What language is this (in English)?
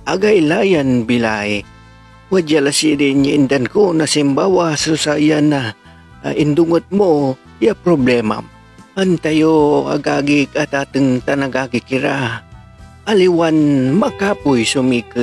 Pangasinan